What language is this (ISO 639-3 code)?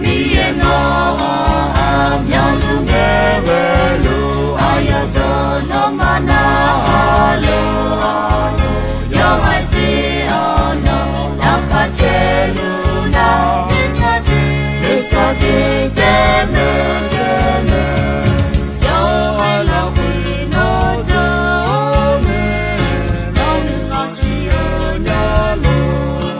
ahk